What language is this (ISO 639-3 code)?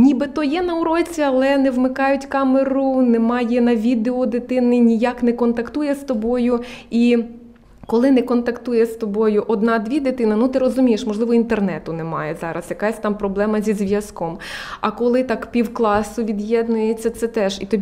ukr